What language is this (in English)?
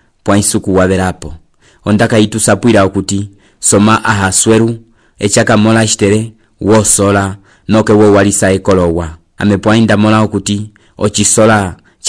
Umbundu